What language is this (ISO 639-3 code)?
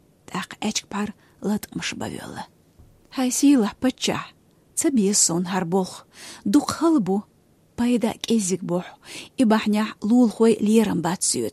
che